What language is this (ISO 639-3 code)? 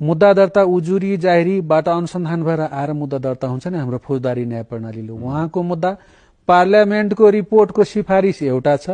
nep